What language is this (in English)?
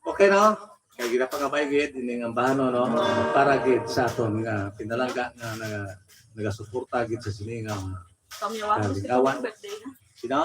Hiligaynon